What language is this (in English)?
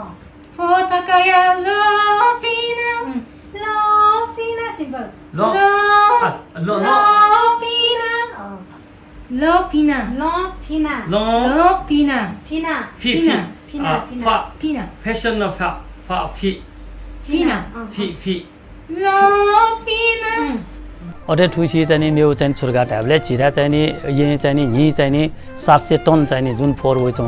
Newari